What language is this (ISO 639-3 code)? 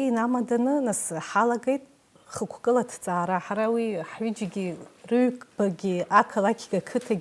abk